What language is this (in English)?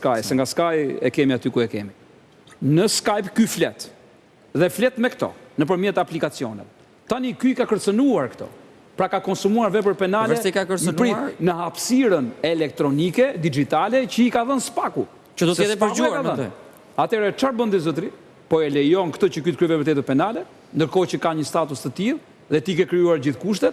Albanian